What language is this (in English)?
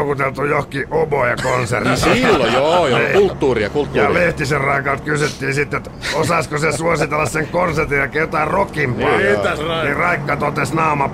Finnish